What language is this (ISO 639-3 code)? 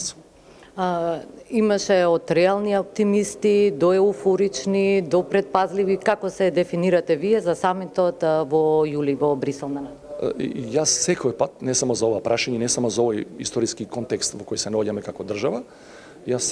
mkd